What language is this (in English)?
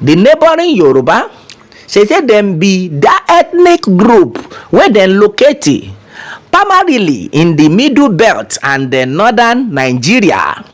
Nigerian Pidgin